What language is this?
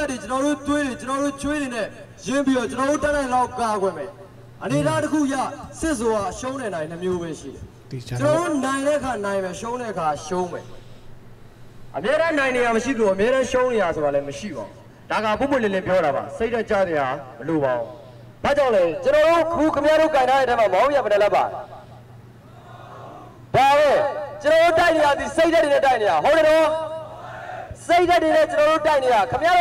Burmese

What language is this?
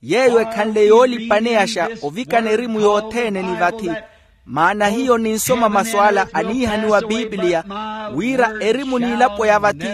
Makhuwa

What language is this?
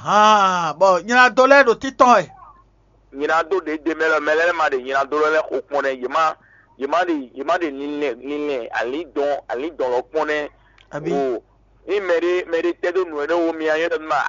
Fon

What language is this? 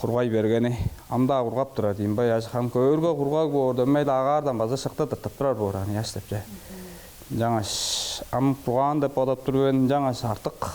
Tuvinian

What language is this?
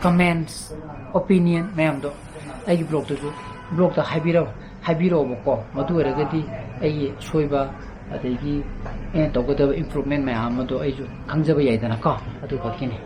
Manipuri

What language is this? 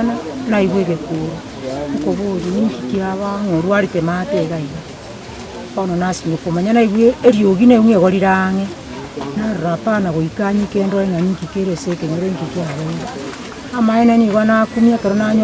Gusii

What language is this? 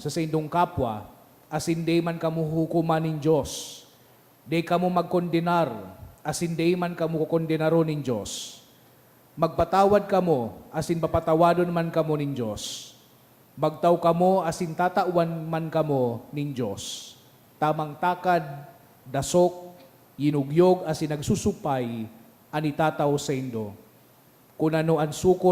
Bikol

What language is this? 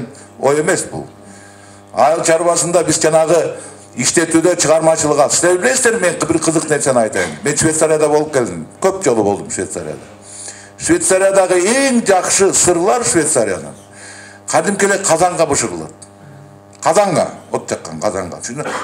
Kyrgyz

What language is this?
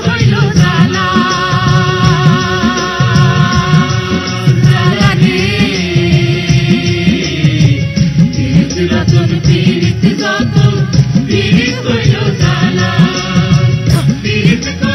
Bangla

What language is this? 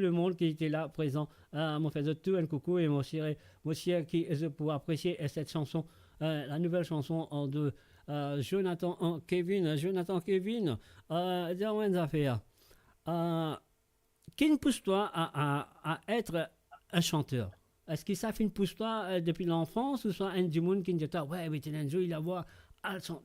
Morisyen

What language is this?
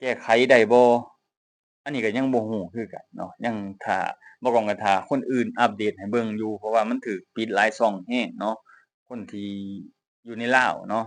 Lao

